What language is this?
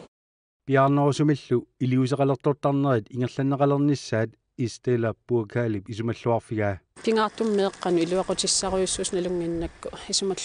Kalaallisut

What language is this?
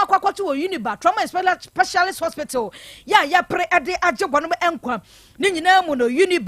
Akan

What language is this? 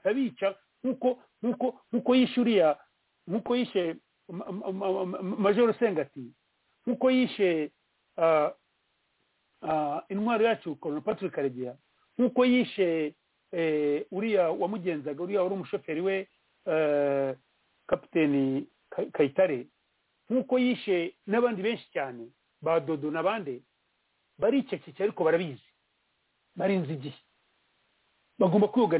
Kinyarwanda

